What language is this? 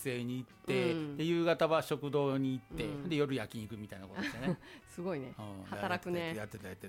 Japanese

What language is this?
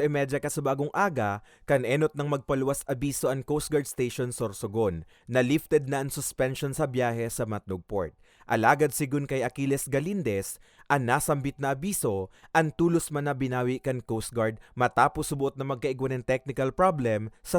Bikol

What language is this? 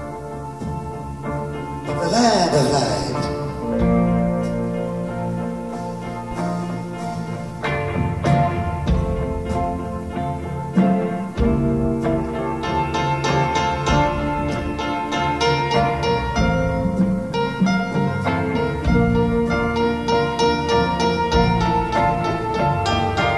English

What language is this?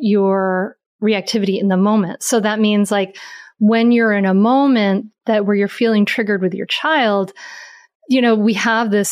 English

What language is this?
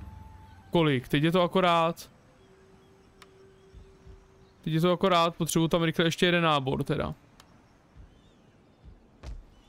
Czech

